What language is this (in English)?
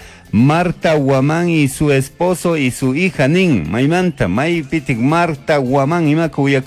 Chimborazo Highland Quichua